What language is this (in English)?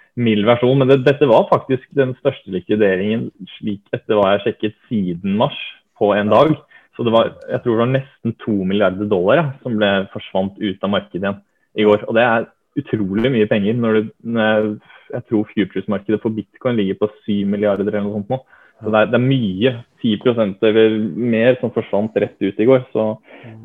Norwegian